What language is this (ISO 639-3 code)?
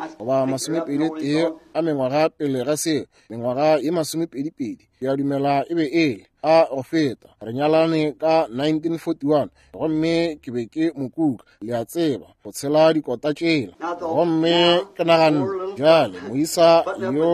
nso